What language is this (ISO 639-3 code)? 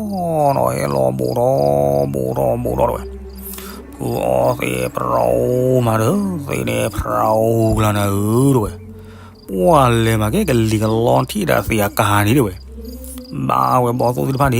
ksw